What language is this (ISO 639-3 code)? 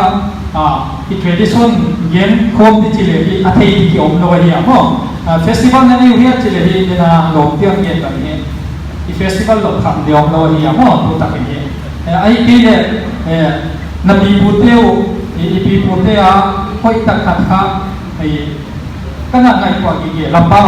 pck